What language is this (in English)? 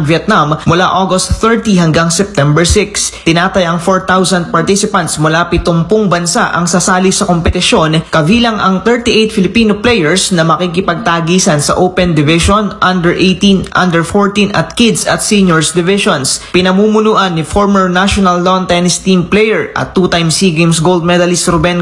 Filipino